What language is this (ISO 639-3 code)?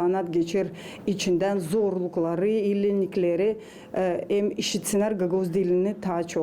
gag